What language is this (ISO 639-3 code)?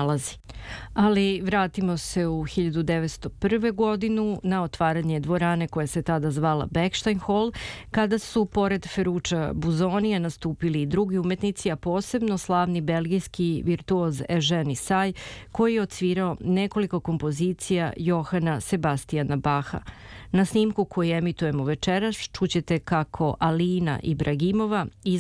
srp